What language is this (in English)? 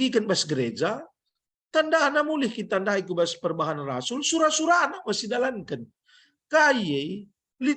Batak Karo